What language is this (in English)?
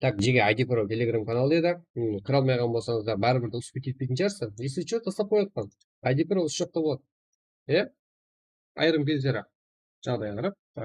Kara-Kalpak